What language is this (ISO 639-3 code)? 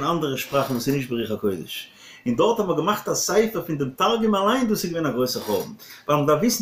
yid